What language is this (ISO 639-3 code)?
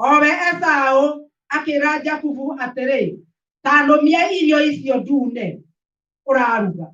kik